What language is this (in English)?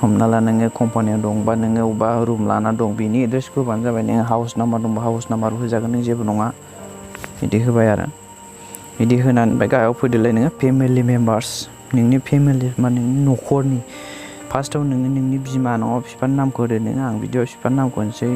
Bodo